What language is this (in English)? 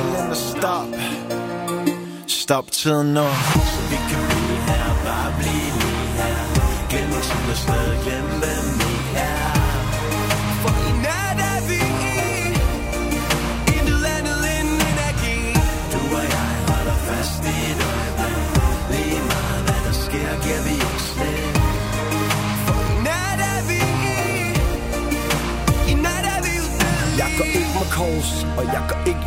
Danish